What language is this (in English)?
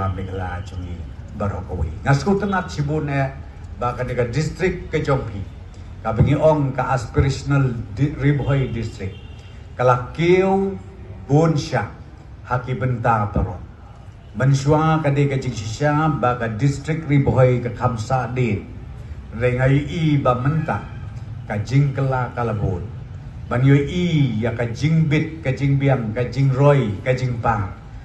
Khasi